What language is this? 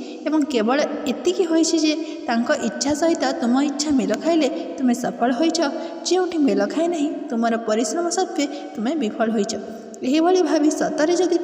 Odia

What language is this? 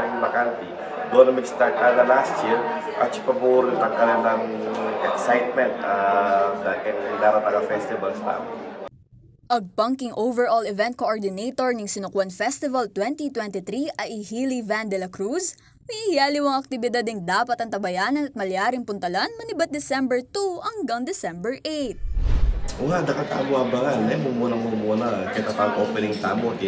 Pampanga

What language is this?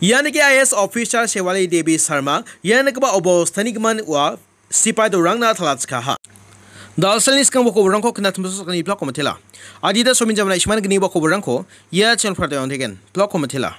Garo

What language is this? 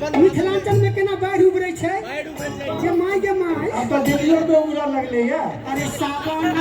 Maithili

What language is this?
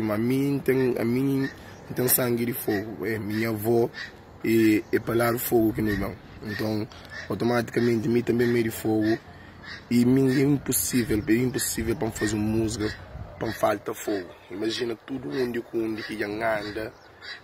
Kabuverdianu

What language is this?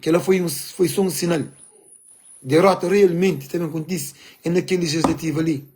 Kabuverdianu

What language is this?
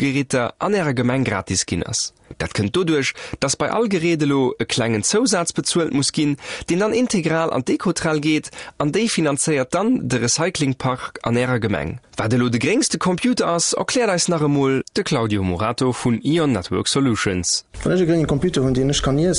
Luxembourgish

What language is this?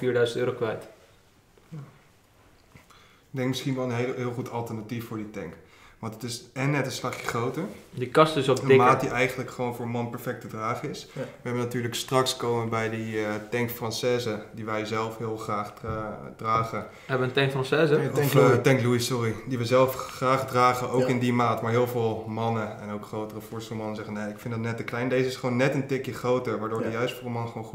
Dutch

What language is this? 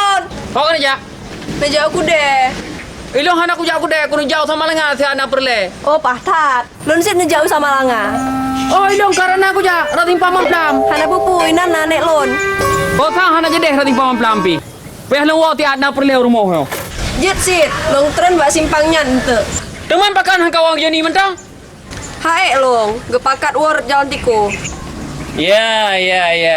Achinese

